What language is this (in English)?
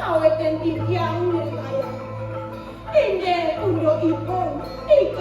Balinese